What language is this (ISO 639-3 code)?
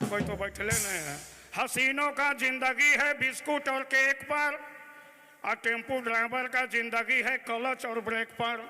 sck